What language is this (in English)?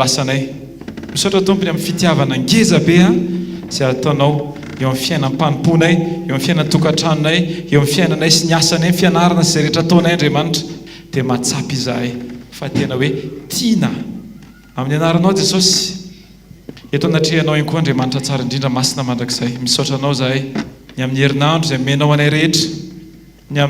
Malagasy